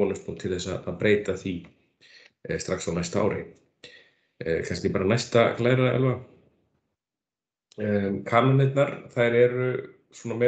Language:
Icelandic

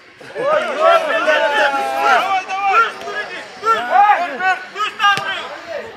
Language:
Kazakh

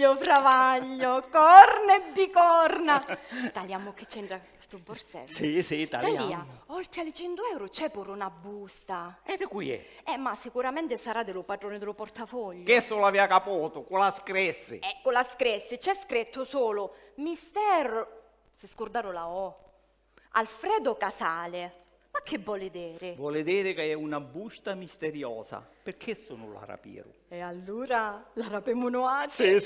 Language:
Sicilian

